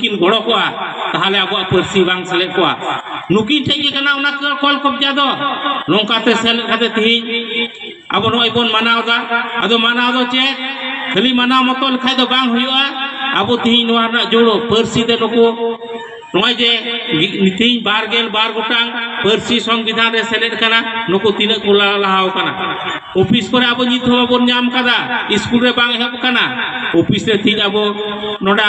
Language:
Santali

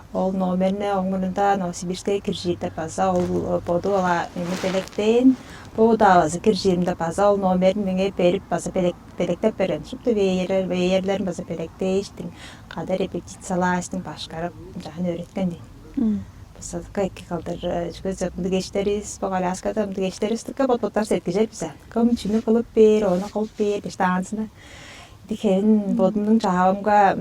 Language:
Tuvinian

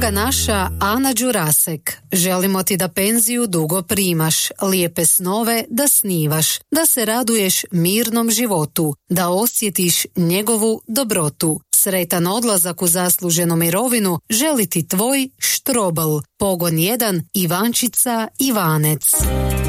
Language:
Croatian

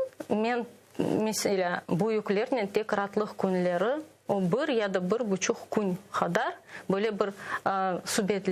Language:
Crimean Tatar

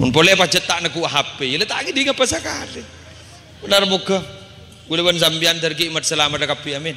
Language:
Madurese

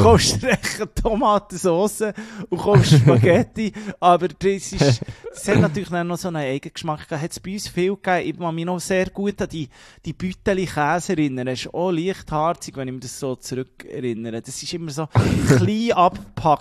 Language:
German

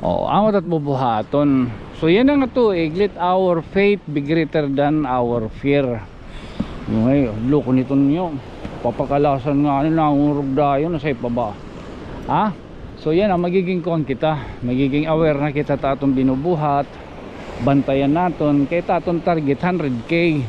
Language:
Waray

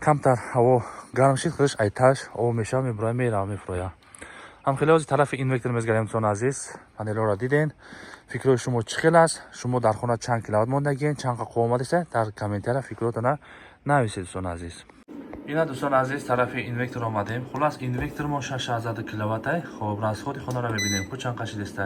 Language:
Tajik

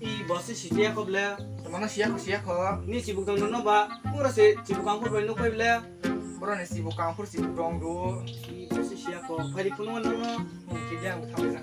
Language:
Kok Borok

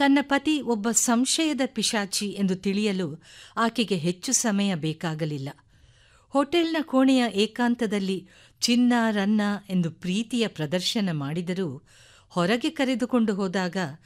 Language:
Kannada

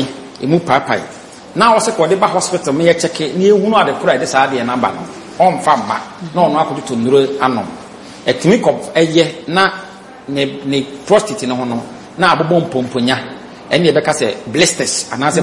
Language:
Akan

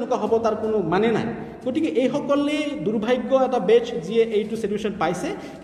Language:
Assamese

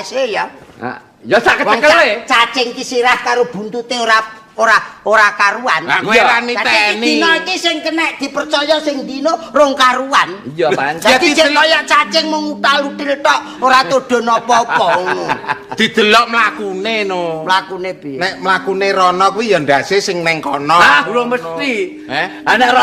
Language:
Javanese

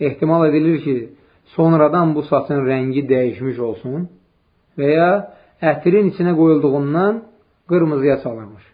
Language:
Azerbaijani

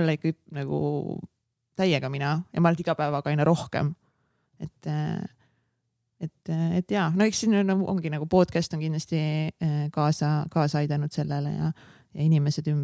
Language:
Estonian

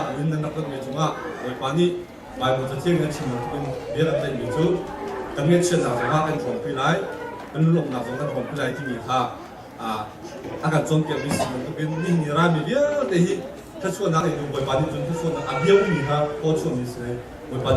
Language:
Hakha Chin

